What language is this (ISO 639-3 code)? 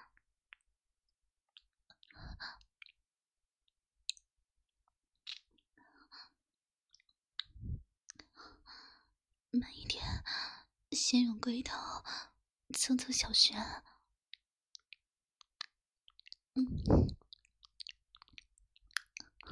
zho